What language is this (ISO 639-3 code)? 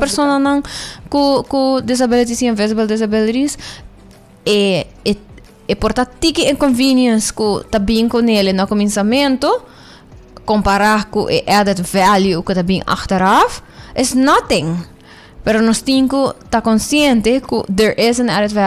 pap